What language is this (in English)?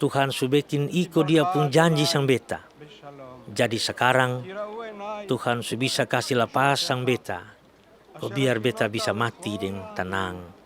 Kupang Malay